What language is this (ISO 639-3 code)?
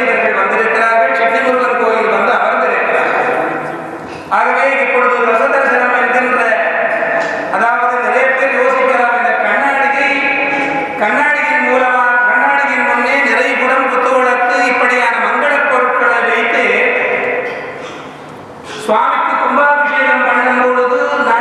tam